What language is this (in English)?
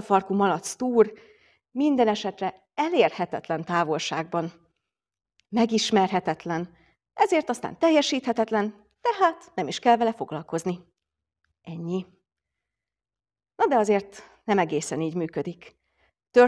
Hungarian